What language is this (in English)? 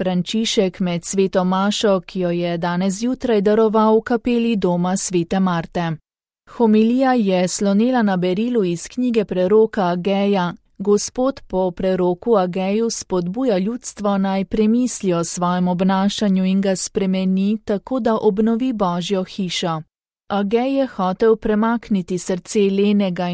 Slovenian